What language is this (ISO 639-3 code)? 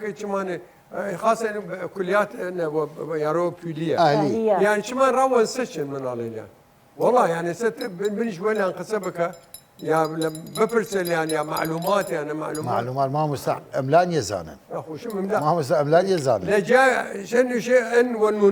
sdh